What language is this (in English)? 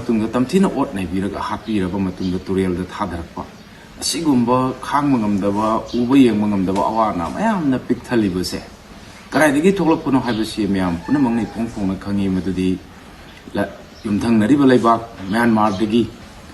Manipuri